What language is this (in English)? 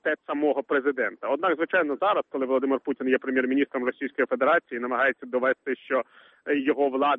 Ukrainian